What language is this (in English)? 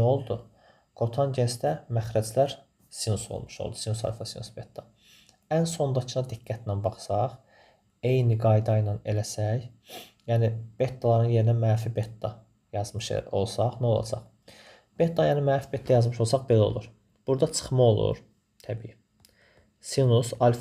Azerbaijani